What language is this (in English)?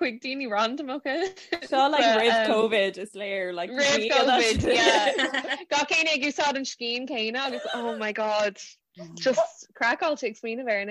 Irish